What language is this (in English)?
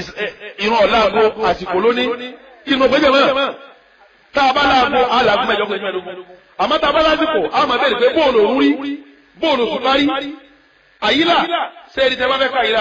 Yoruba